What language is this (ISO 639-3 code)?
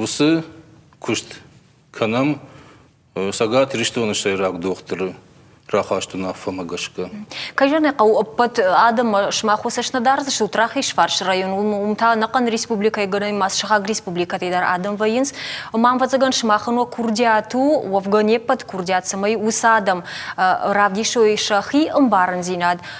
oss